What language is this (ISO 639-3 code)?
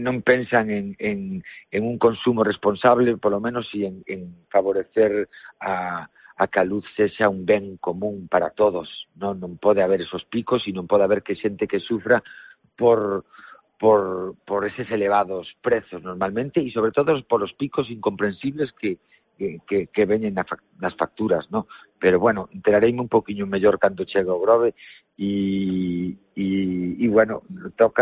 glg